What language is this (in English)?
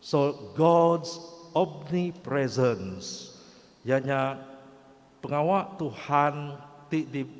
Iban